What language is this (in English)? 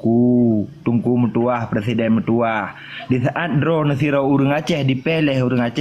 Achinese